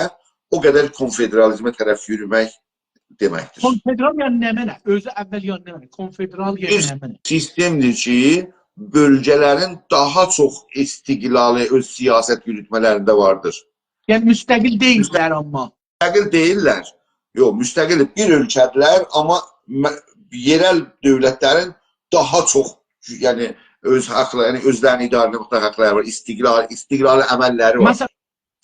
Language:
South Azerbaijani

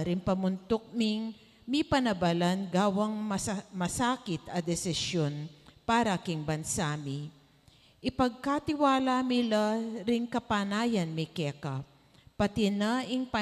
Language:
Pampanga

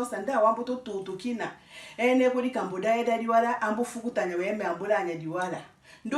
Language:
Tetela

